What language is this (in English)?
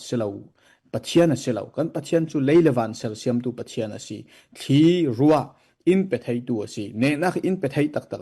Falam Chin